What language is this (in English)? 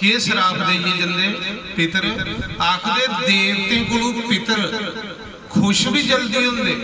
Dogri